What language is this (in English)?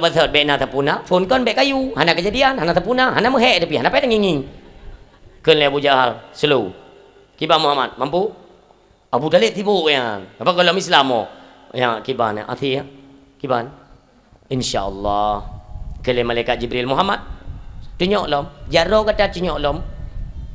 Achinese